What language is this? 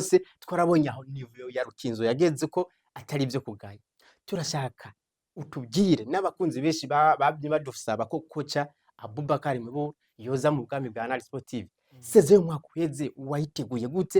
Rundi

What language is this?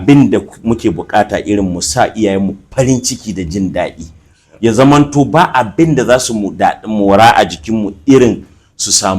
Hausa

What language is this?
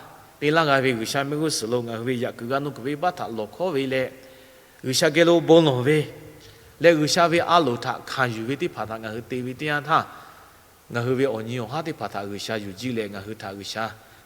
Lahu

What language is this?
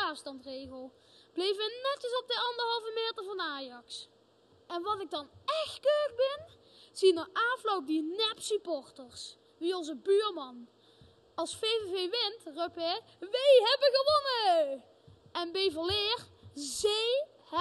Limburgish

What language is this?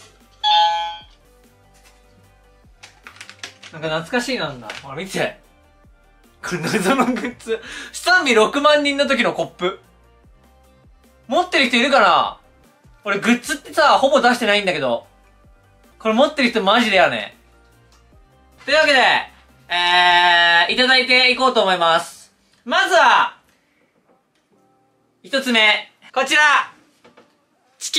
Japanese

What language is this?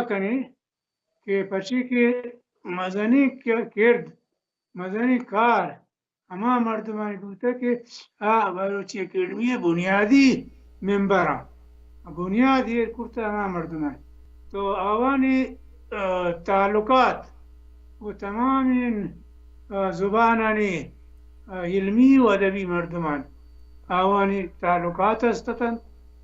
Baluchi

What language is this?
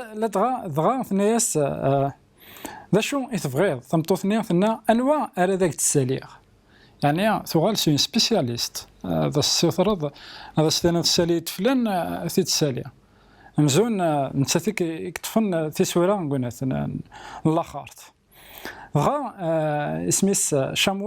Kabyle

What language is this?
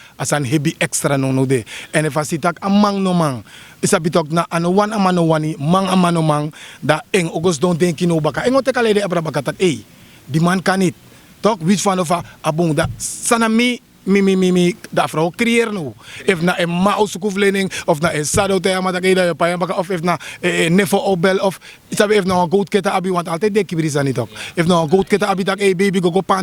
Sranan Tongo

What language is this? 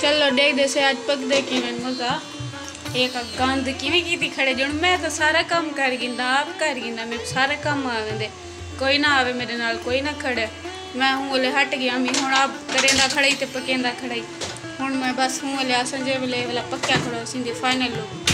Saraiki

